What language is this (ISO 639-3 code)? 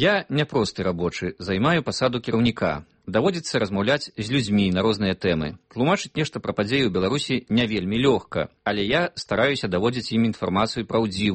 bel